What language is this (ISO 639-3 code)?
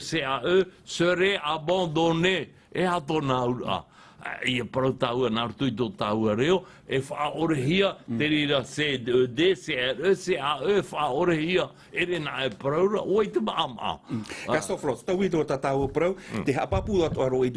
tah